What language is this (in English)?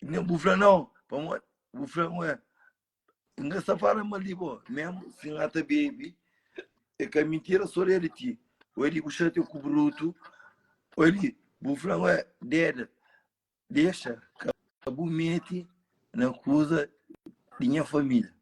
Kabuverdianu